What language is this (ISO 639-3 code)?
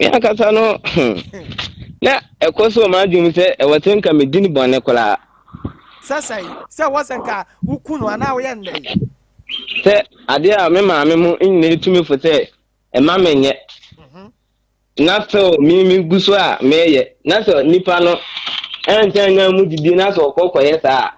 aka